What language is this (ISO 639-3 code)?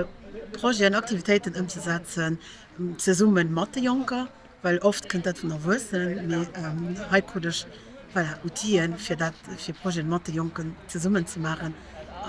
ltz